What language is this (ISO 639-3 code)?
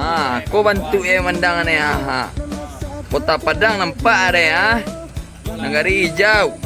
min